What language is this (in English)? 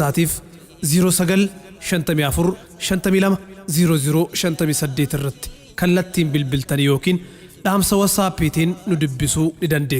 Oromo